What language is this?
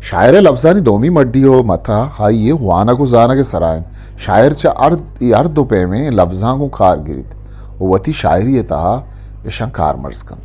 Eastern Balochi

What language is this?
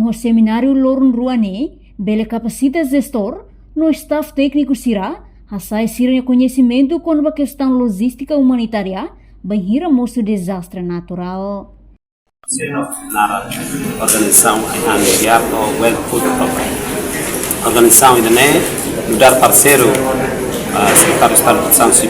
Tetum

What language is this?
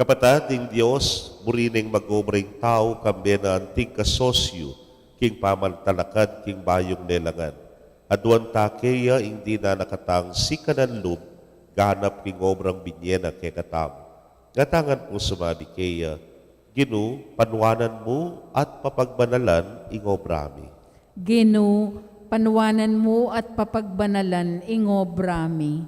Pampanga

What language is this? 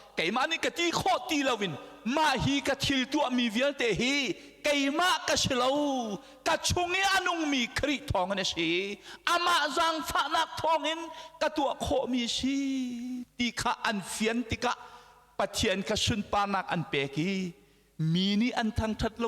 Hakha Chin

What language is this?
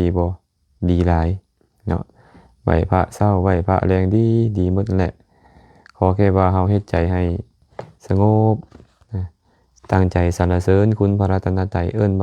Lao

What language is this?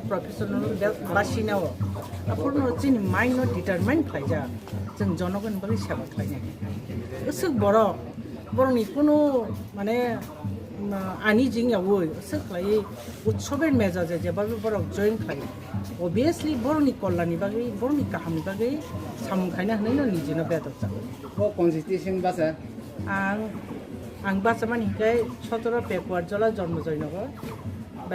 Kok Borok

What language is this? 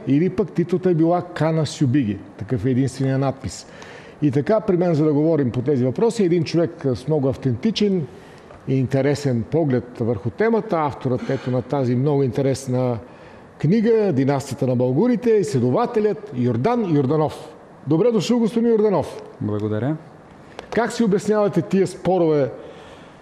Bulgarian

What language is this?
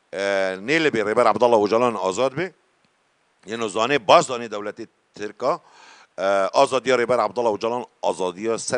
Kurdish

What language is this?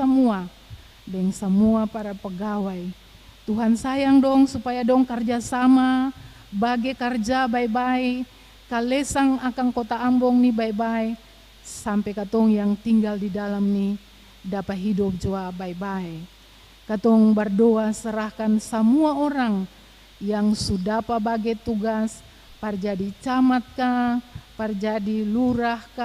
Ambonese Malay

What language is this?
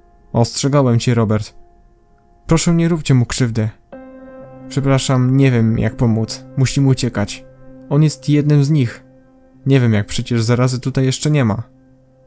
Polish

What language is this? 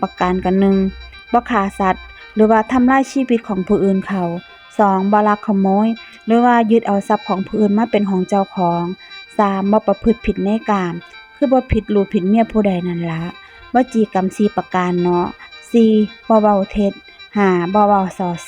Northeastern Thai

